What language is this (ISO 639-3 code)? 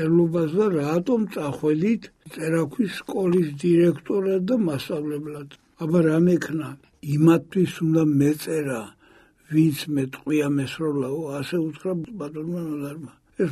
kat